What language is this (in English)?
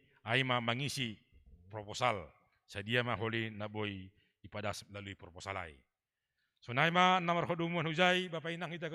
Batak Simalungun